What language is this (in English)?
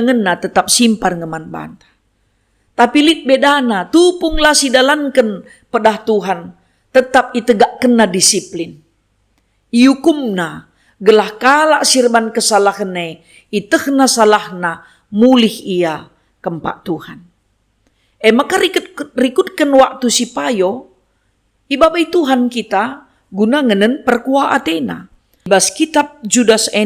Batak Karo